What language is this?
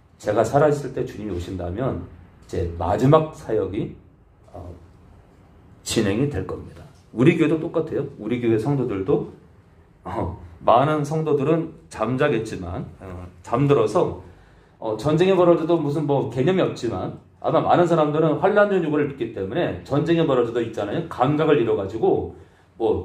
Korean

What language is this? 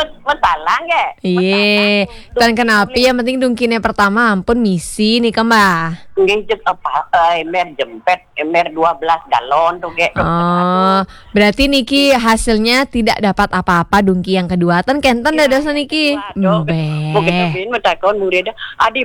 Balinese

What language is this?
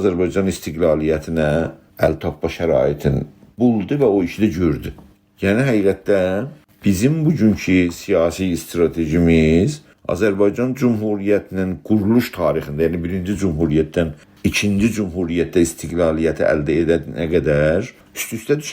South Azerbaijani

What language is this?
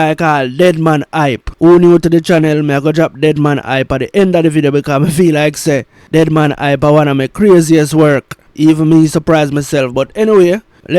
Jamaican Creole English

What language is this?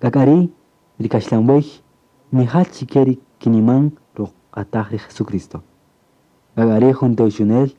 Kaqchikel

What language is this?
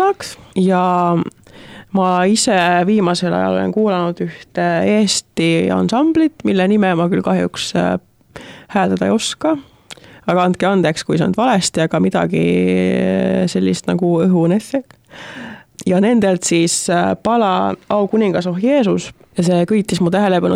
Estonian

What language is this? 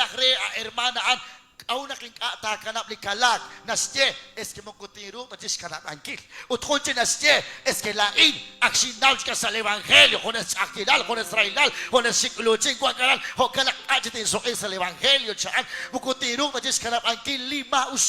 Kekchí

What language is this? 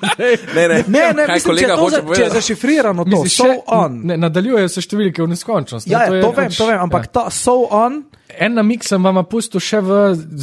Slovenian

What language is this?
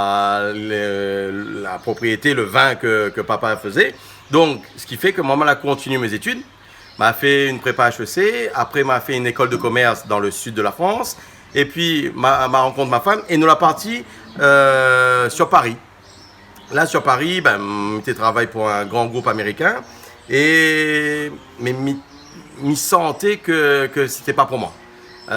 Réunion Creole French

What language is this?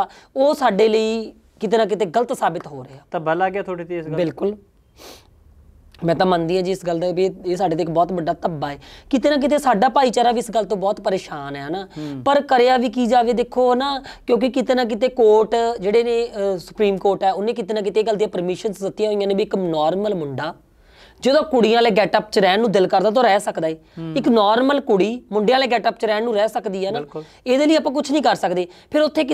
Punjabi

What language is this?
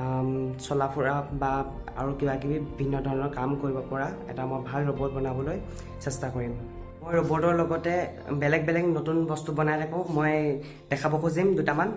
Assamese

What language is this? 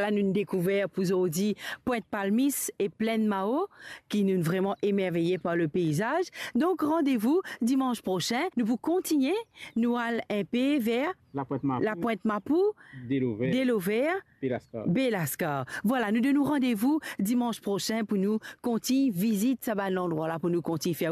Morisyen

